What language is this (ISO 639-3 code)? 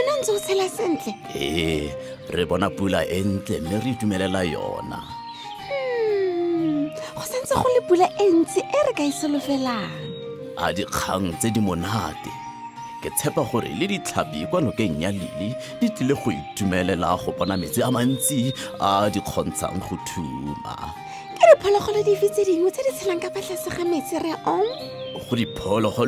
tsn